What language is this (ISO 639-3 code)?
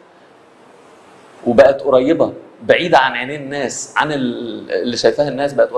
arz